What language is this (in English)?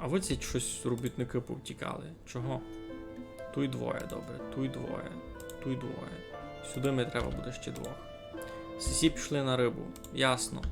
Rusyn